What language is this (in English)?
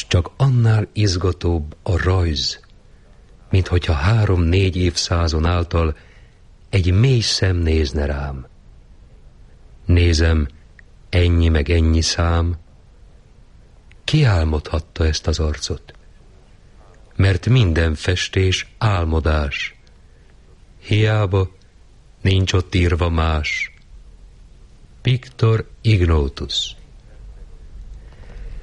Hungarian